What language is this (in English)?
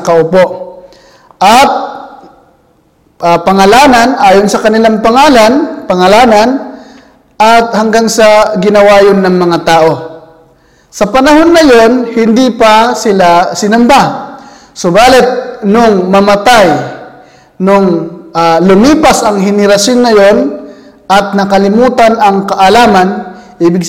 Filipino